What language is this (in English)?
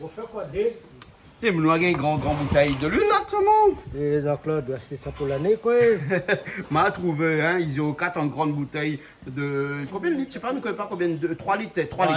Réunion Creole French